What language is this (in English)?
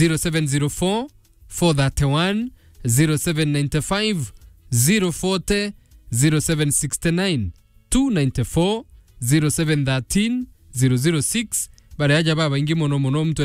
Meru